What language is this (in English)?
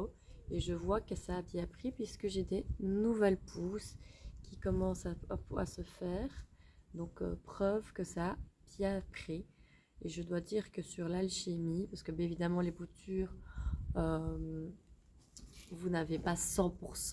French